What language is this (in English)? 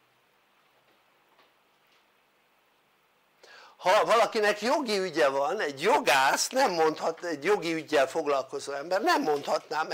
Hungarian